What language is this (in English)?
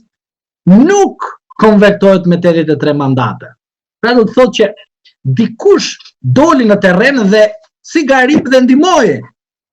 Albanian